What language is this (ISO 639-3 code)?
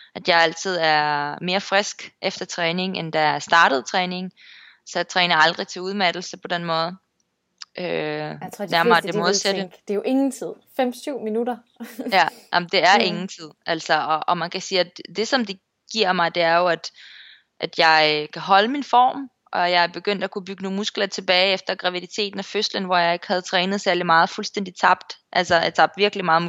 dan